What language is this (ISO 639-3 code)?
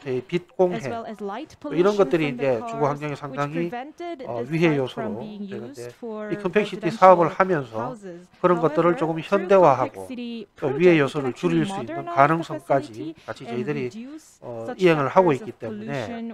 kor